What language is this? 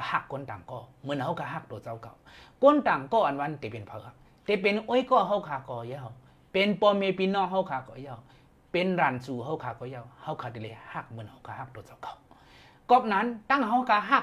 Shan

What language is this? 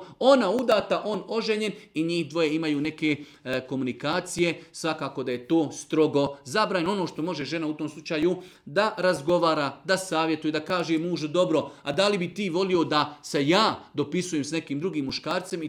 Serbian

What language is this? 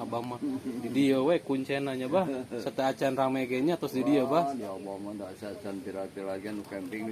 Sundanese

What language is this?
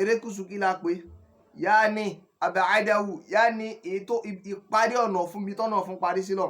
Yoruba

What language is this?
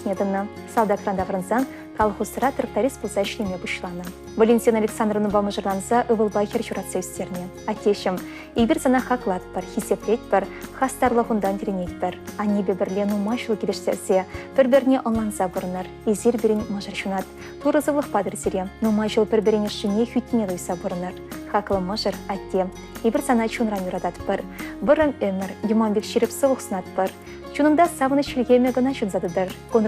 Chuvash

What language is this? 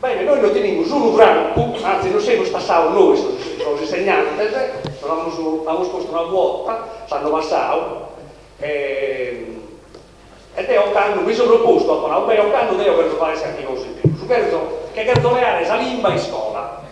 Sardinian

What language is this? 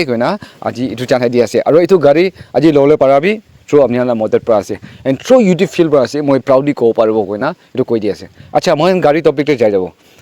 Naga Pidgin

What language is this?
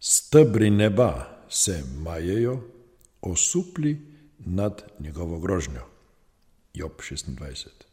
Slovenian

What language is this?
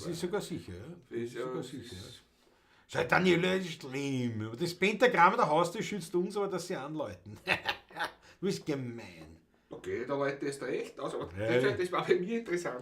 Bavarian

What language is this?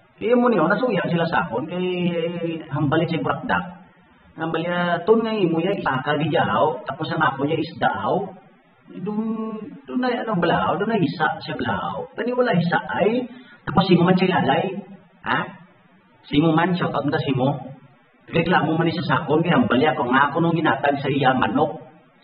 Hiligaynon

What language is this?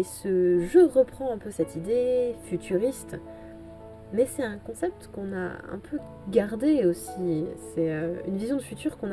French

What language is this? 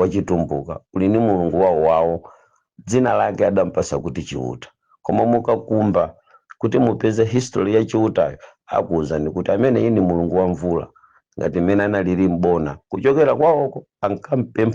Nyanja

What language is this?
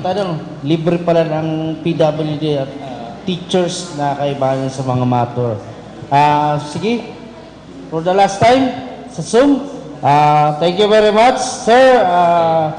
Bikol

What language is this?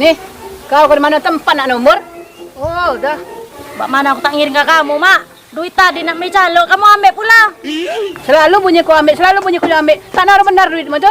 Musi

